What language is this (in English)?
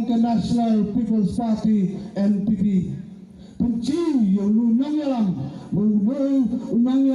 Khasi